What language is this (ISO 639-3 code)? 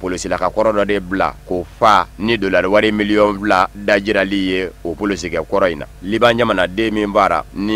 bam